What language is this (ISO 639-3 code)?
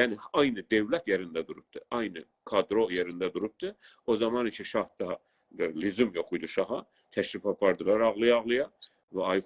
azb